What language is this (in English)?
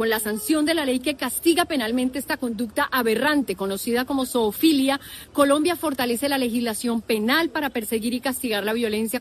Spanish